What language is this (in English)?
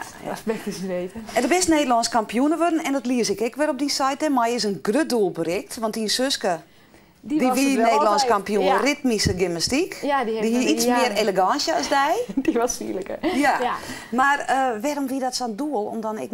Western Frisian